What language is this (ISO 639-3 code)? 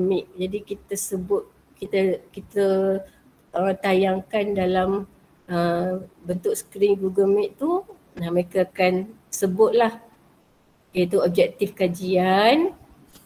msa